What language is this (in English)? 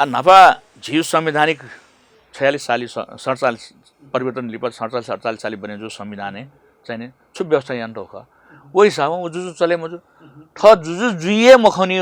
Newari